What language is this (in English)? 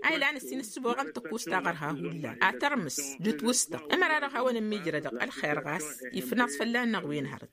Tamasheq